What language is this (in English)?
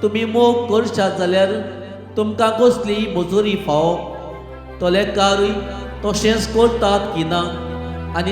Konkani